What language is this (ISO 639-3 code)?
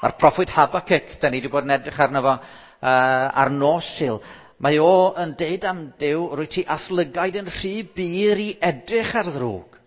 cym